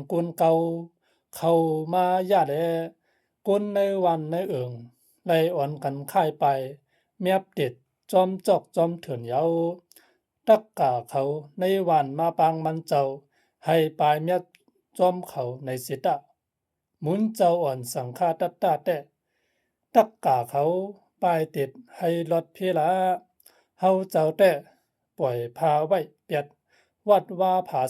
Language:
Shan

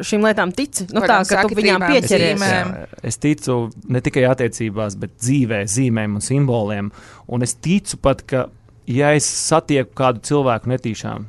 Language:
Latvian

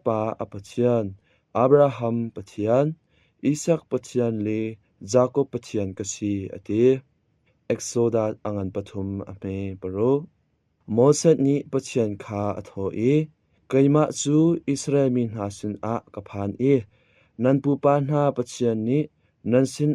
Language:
Hakha Chin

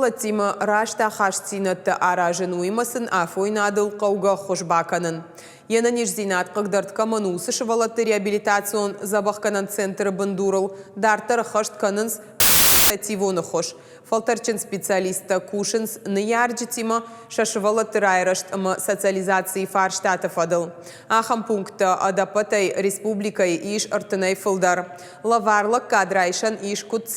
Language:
Ossetic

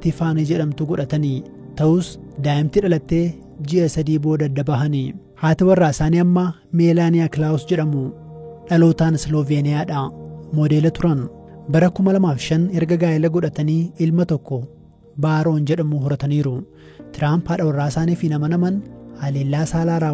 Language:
Oromo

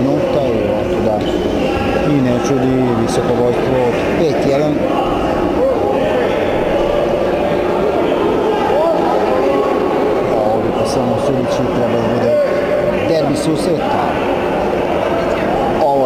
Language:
Serbian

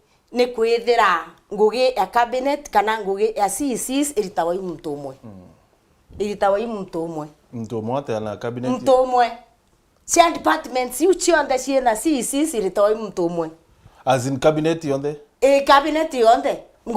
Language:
Meru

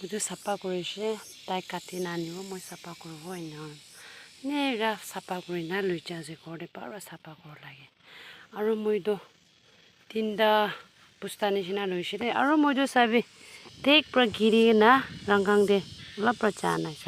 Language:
Naga Pidgin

